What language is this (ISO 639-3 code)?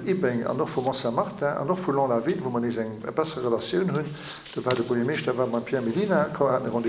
ltz